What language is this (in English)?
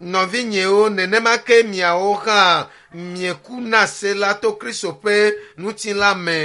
Ewe